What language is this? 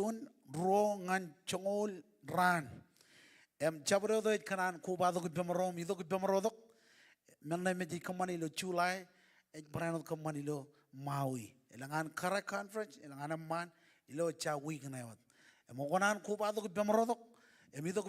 Marshallese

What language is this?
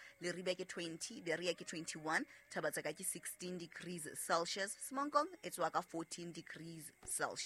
Southern Sotho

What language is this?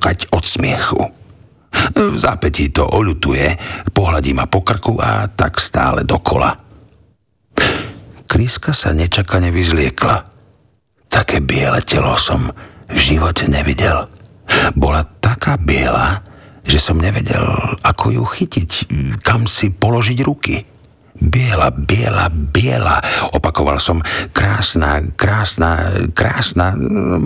Slovak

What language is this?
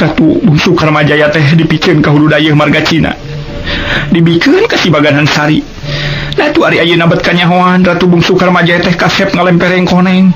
Sundanese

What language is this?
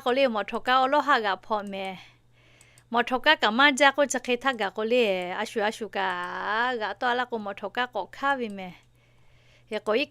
Lahu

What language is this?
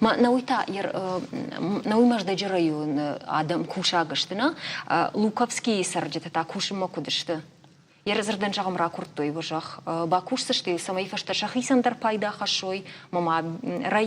Ossetic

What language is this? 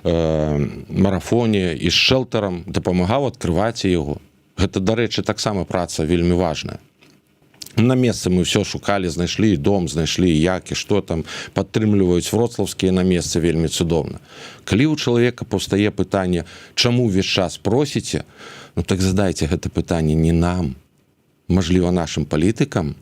Belarusian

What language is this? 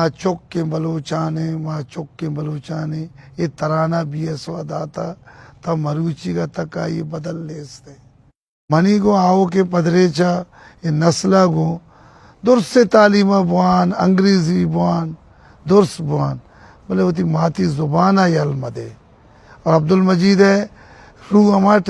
Baluchi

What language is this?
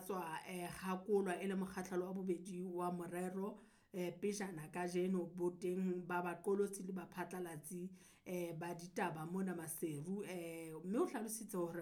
Southern Sotho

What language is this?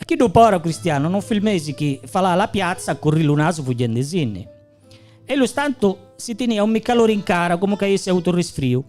Gallurese Sardinian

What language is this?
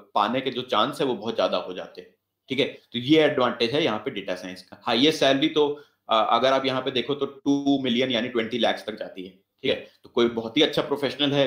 Hindi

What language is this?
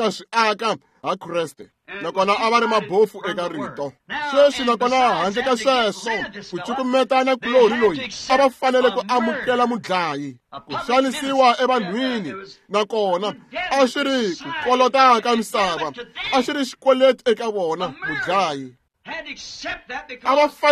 Tsonga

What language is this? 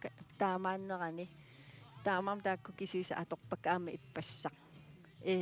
Kalaallisut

